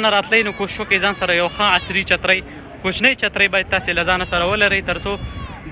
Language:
Pashto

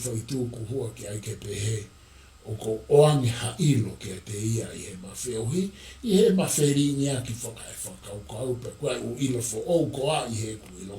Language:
Tongan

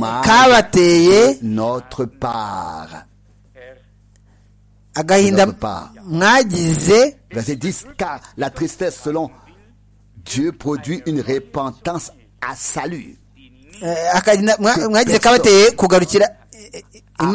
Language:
Kinyarwanda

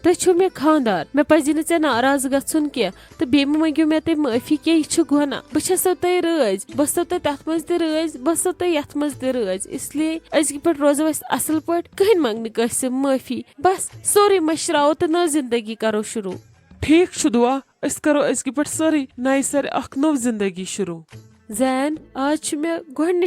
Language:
Kashmiri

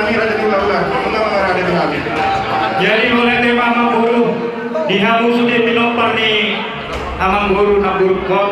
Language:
Batak Toba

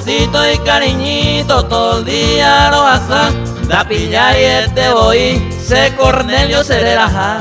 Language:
Guarani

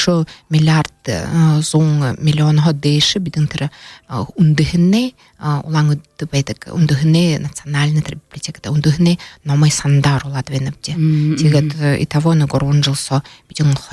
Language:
Buriat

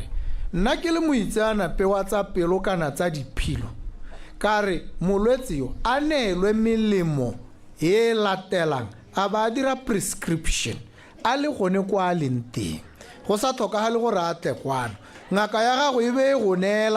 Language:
Tswana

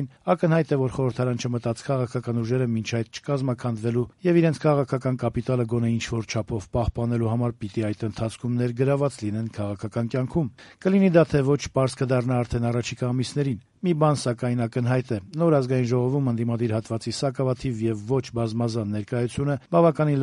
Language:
Armenian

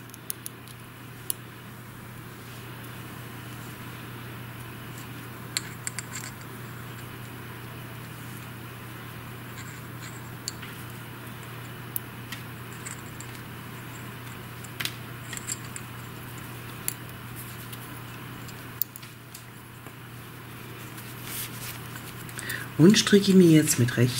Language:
German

